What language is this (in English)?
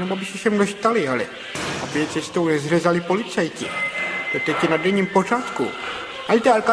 Czech